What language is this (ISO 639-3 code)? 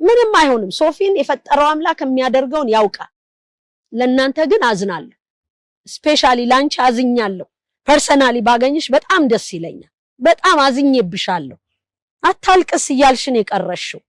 amh